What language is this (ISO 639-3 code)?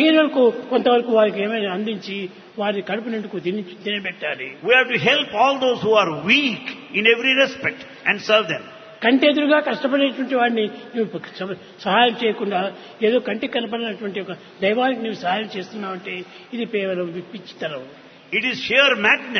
tel